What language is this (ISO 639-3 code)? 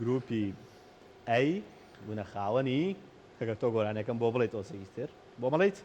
ckb